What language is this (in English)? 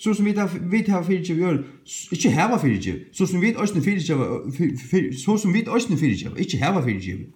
Faroese